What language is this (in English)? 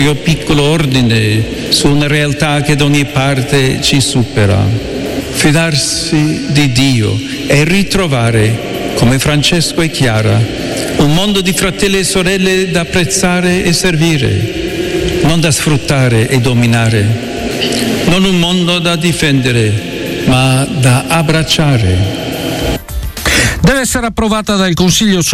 Italian